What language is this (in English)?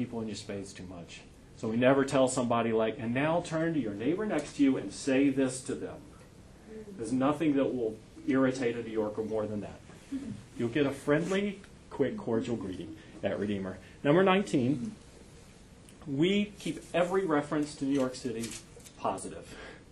English